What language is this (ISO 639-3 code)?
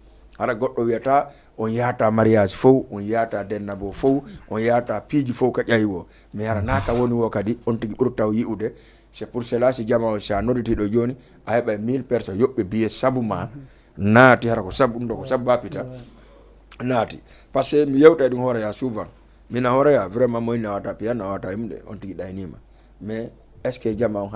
ful